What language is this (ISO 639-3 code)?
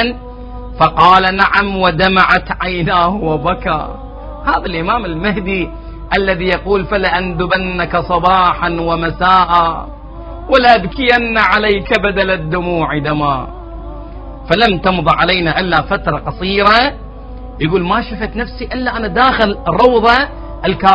ara